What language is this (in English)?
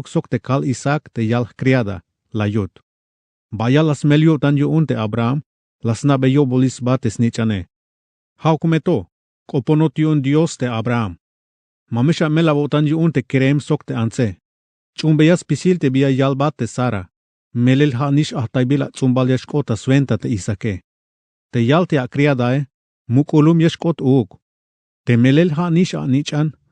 Tzeltal